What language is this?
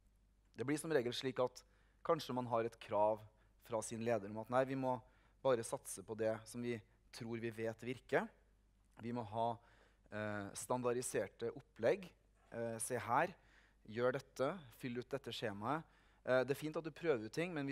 Norwegian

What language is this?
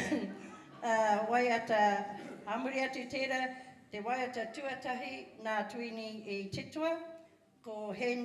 Māori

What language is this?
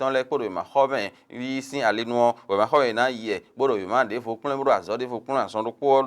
Fon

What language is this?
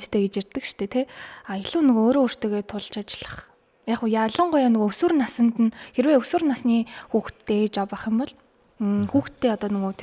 Mongolian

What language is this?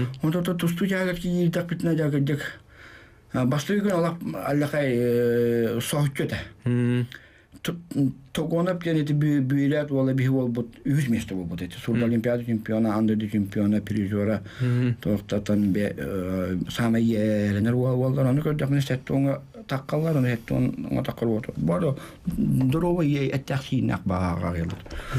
Yakut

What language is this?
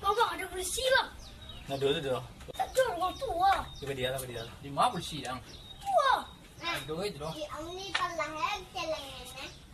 Minangkabau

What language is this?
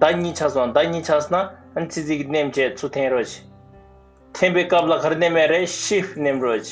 Tibetan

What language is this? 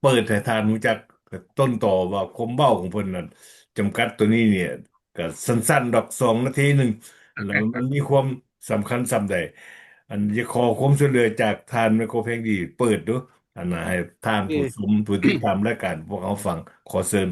Lao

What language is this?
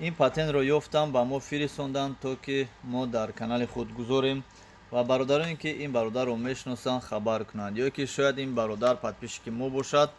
Tajik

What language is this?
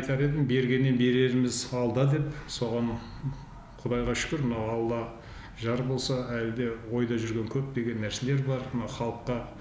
Kazakh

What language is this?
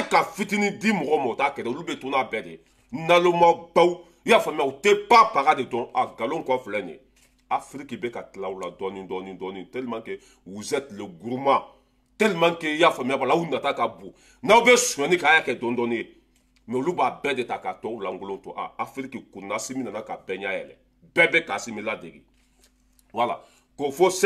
Bambara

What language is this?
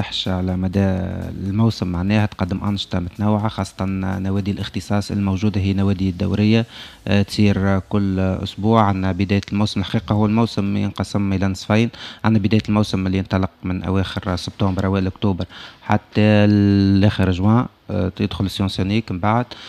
Tunisian Arabic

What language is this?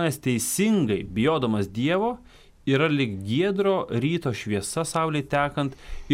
Lithuanian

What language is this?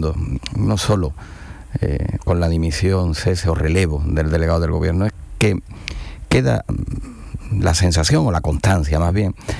Spanish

